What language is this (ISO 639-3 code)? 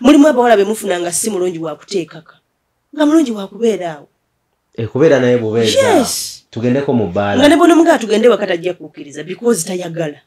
lug